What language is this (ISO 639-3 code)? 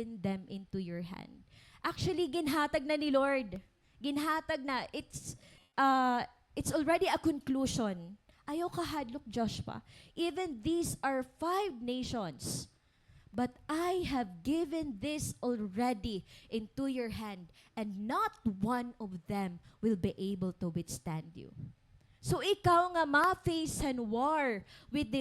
war